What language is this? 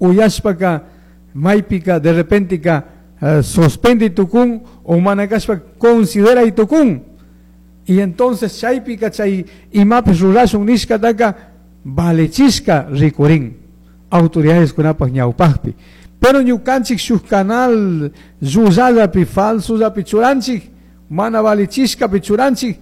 Chimborazo Highland Quichua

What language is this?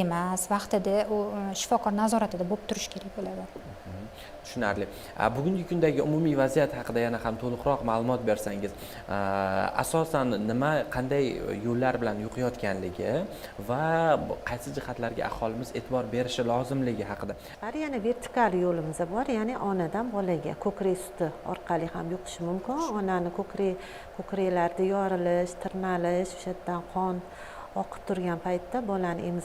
Uzbek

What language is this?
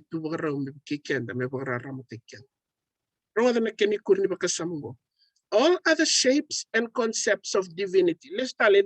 Fijian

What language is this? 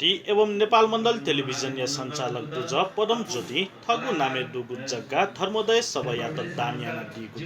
Newari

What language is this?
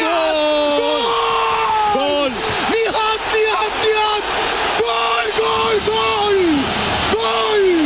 Turkish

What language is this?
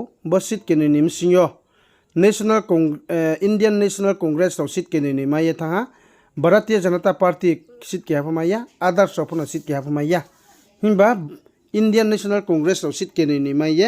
Riang (India)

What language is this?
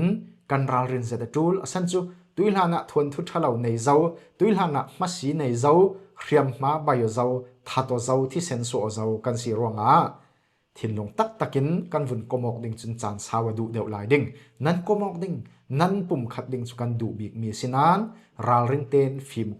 Falam Chin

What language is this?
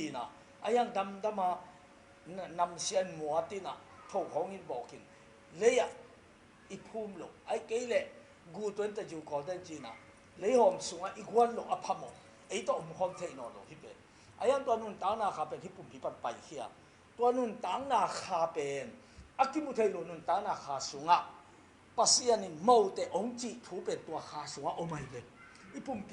Tedim Chin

